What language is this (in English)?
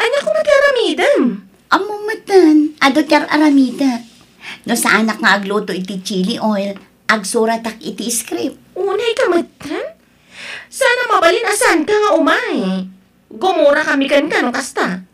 Iloko